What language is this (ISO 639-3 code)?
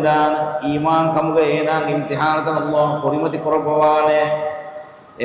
div